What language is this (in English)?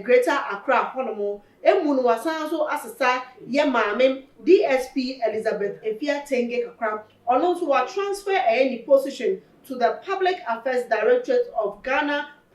Akan